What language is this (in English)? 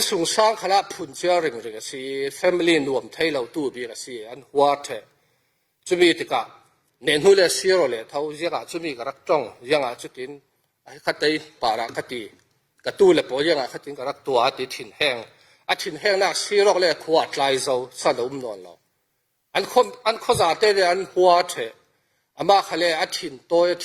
Falam Chin